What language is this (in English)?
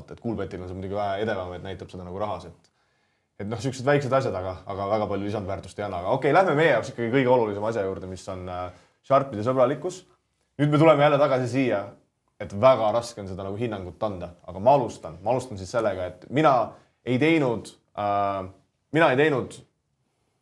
Estonian